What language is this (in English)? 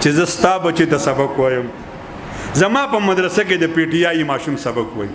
Pashto